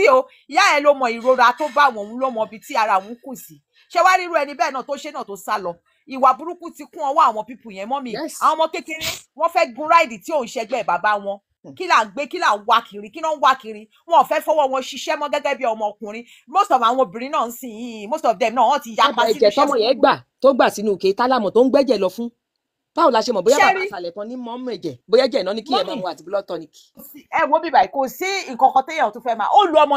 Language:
Yoruba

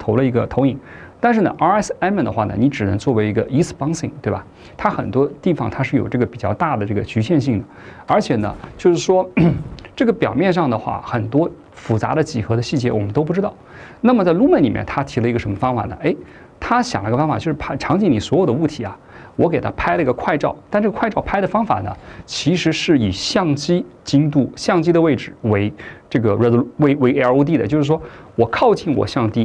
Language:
Chinese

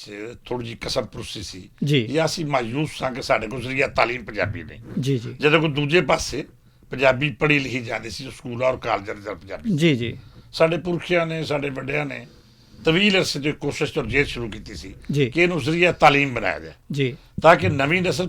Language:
Western Panjabi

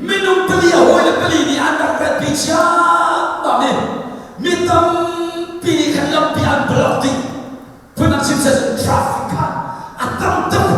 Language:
Hakha Chin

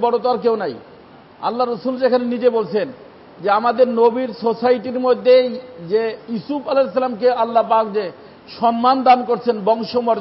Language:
Bangla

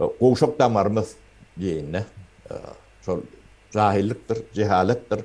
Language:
Turkmen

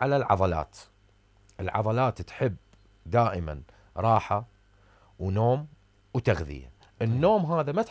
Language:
Mesopotamian Arabic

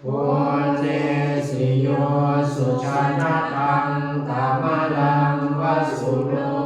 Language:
Pali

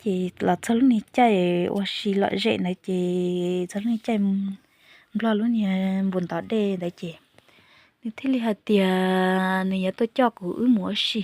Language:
Hmong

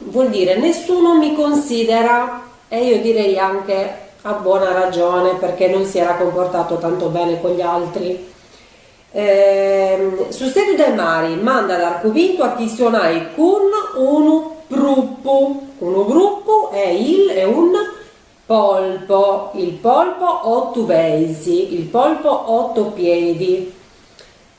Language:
Sardinian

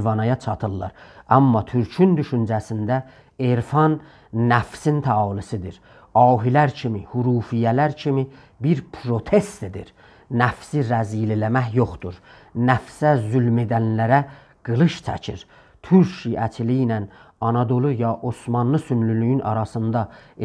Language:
South Azerbaijani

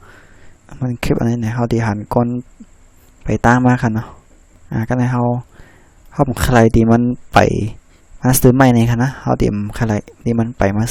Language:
Shan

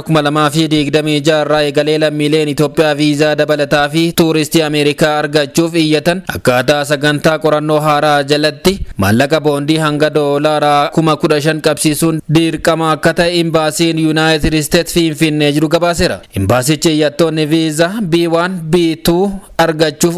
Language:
Oromo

